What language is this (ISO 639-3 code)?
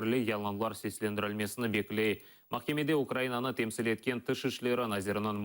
crh